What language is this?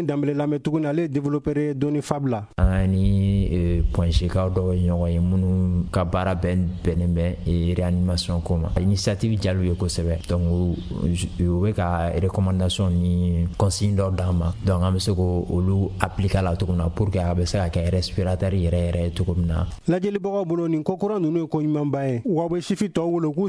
Bambara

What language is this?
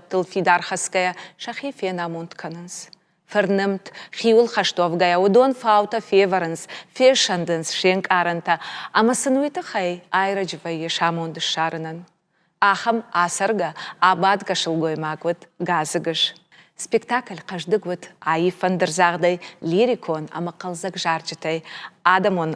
Ossetic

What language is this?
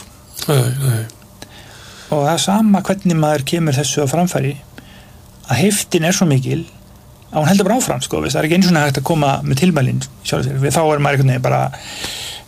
Icelandic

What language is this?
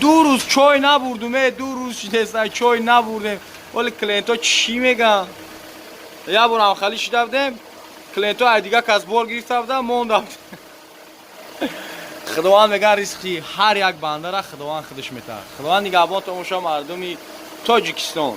Tajik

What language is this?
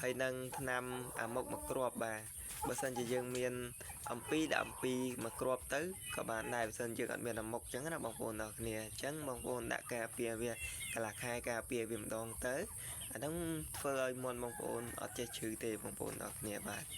Khmer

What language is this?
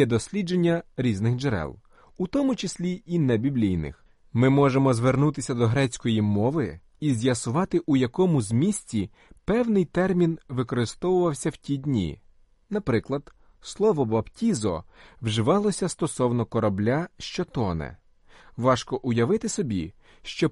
Ukrainian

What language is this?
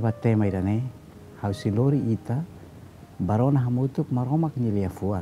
Tetum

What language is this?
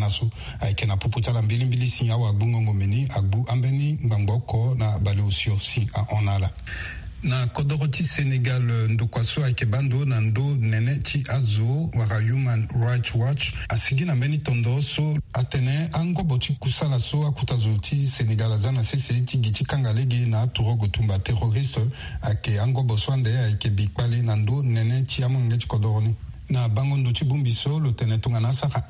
Sango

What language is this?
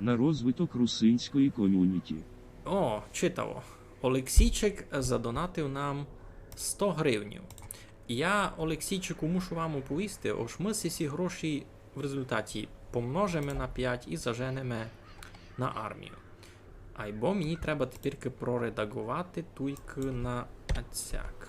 Rusyn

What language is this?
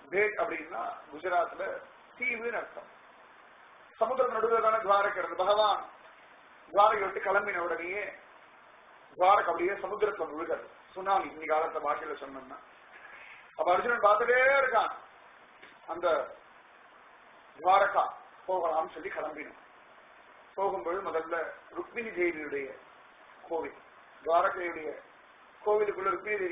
Tamil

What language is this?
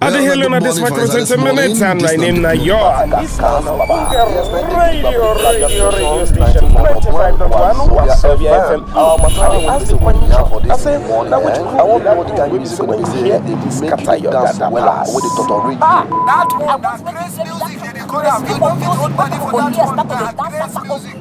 Nigerian Pidgin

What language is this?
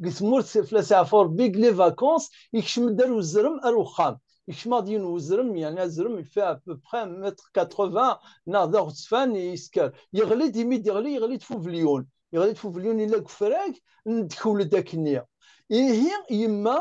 Kabyle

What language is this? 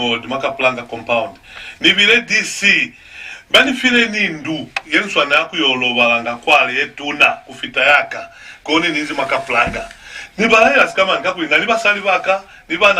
Lozi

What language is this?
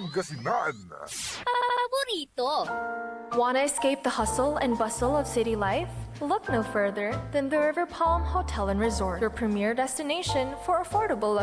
Pangasinan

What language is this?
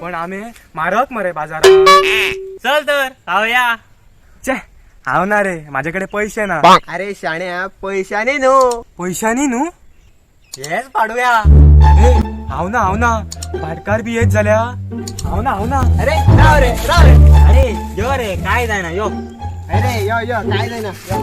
Konkani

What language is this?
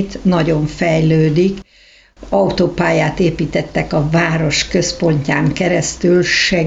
Hungarian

